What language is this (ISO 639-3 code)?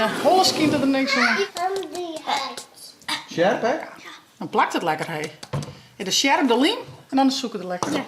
fry